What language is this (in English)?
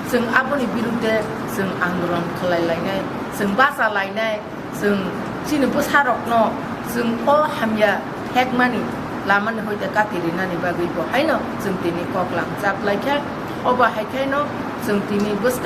Kok Borok